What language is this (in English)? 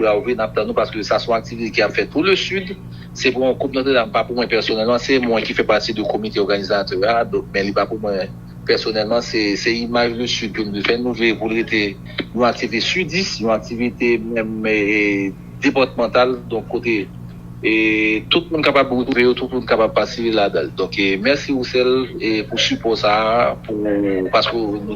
Haitian Creole